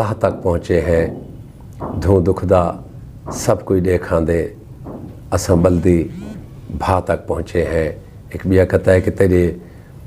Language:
Saraiki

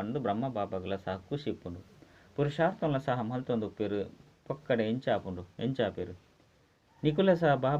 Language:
Tulu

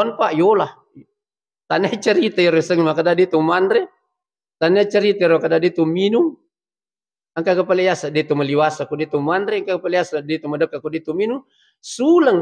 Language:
Buginese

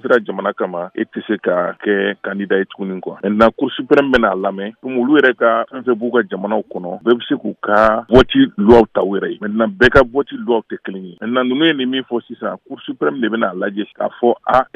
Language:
Bambara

